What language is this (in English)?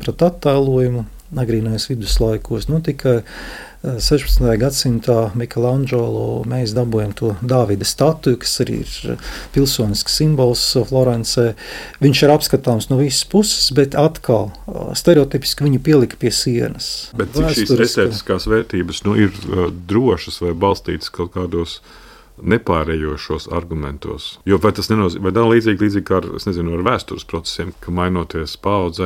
Latvian